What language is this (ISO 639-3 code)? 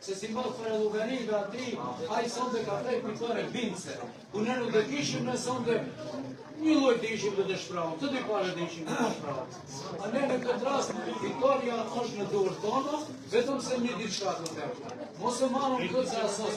sqi